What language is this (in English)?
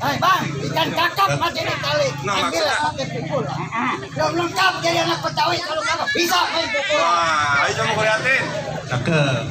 Betawi